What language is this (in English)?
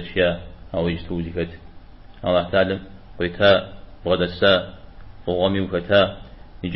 Kabardian